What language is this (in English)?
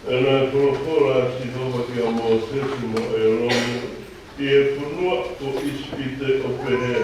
Tongan